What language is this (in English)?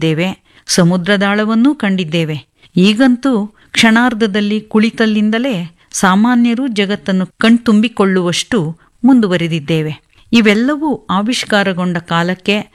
Kannada